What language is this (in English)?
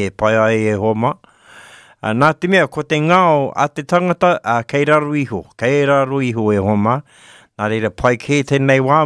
Māori